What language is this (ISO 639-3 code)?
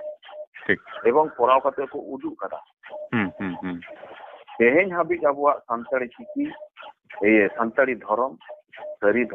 sat